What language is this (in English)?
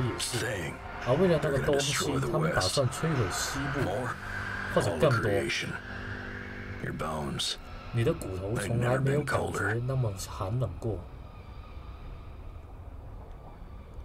Chinese